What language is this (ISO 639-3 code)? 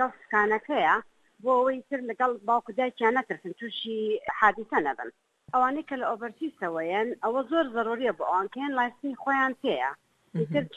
ckb